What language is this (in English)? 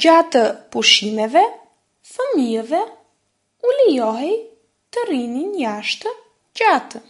Albanian